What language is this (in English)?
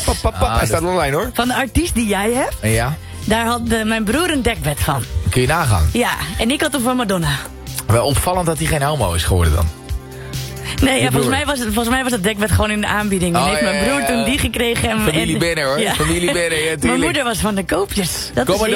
Dutch